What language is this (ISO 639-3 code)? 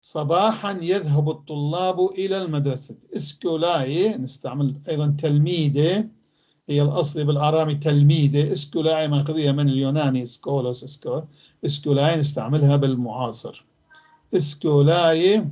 apc